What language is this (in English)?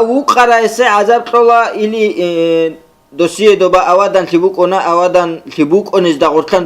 Avaric